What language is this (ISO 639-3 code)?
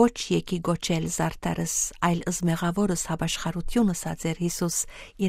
hye